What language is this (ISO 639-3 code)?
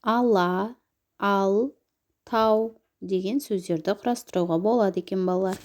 kaz